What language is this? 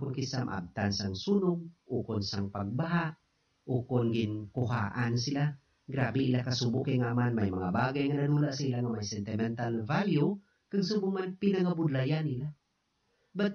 Hiligaynon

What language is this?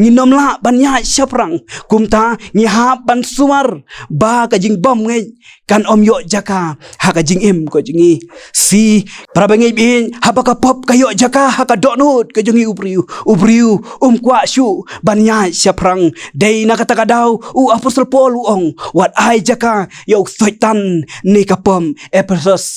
Khasi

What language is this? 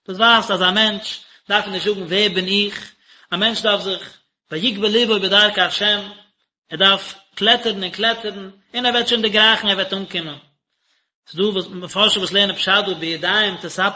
Yiddish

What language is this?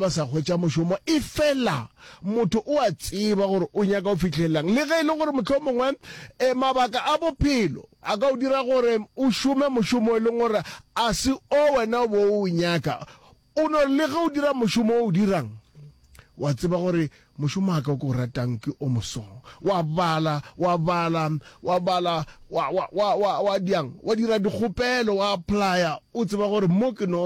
Northern Sotho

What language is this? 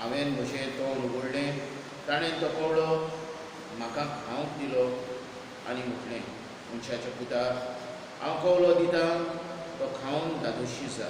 Konkani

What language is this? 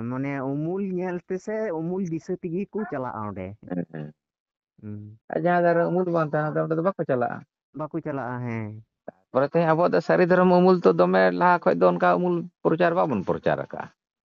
Santali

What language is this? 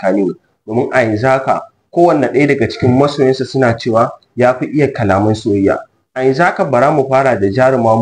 Hausa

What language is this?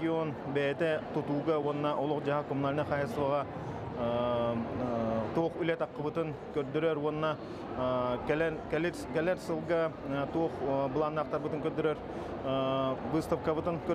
Yakut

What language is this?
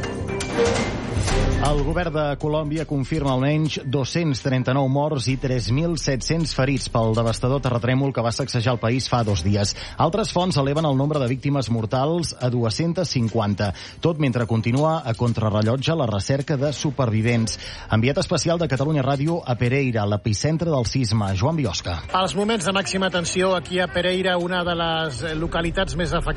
Catalan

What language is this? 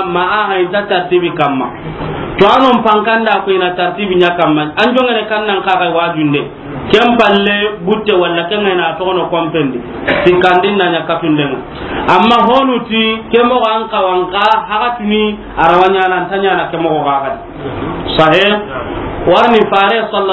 Soninke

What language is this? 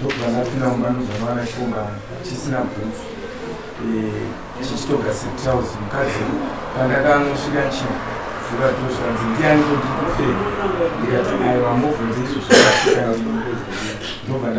Shona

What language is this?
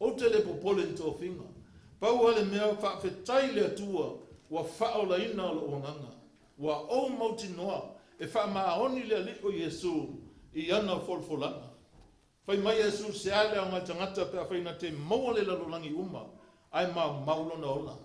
Samoan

